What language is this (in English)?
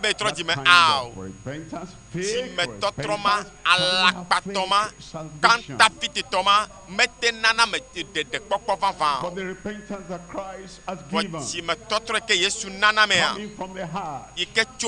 Ewe